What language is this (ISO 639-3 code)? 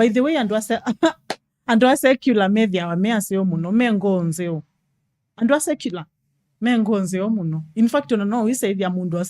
kam